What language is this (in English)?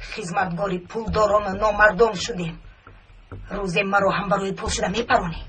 Tajik